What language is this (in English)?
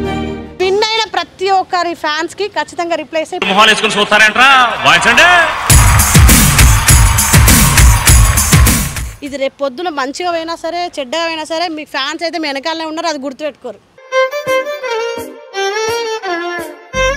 Telugu